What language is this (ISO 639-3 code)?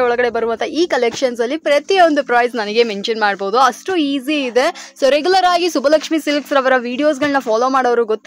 kan